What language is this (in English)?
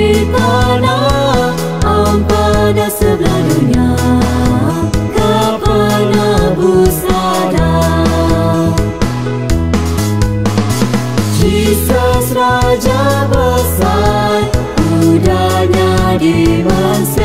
Iban